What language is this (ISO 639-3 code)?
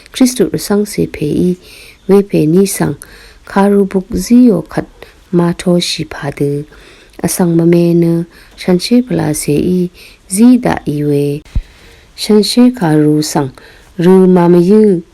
raw